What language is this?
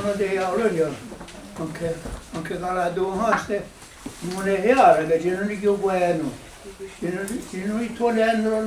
Mohawk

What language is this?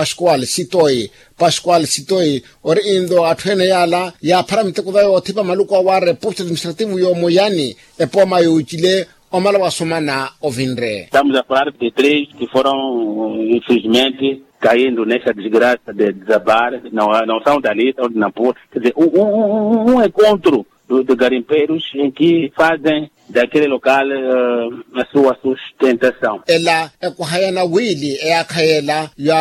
Makhuwa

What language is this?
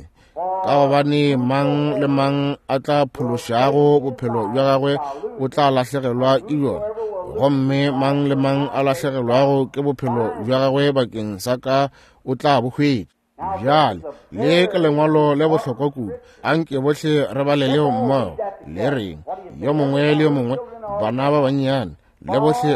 Northern Sotho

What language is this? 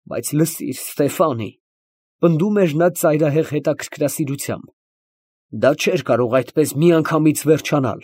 Armenian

